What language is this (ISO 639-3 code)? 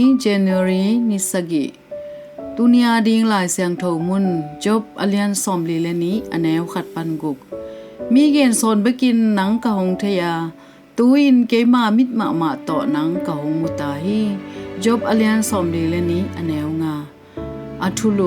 ctd